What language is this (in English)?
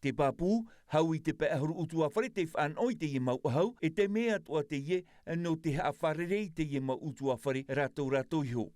Tahitian